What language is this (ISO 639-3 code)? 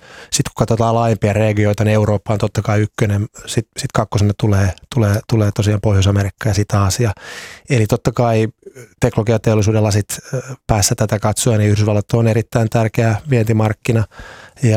fin